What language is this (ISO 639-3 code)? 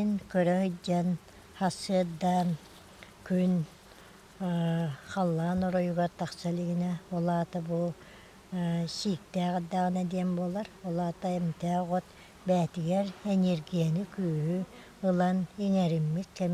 sah